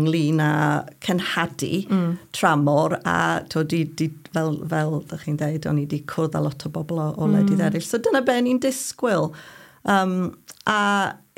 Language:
Welsh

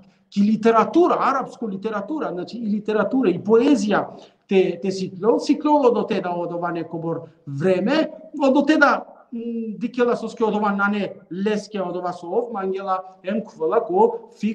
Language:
Balkan Romani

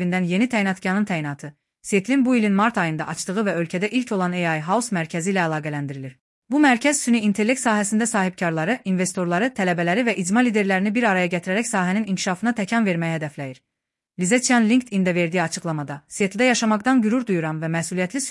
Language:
Azerbaijani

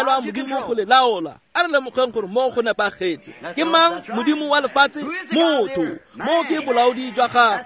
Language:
Tswana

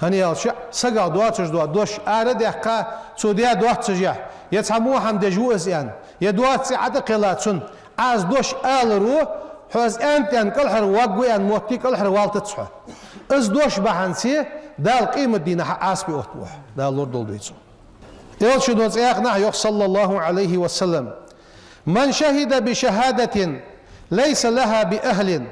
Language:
Ingush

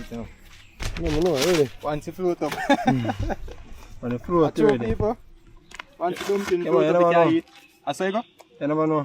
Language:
Jamaican Creole English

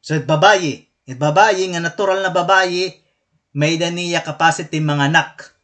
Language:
Waray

